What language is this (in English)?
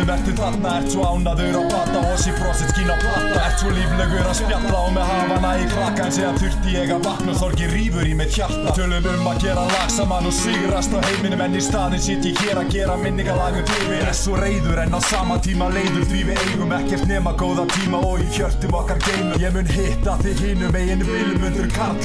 Icelandic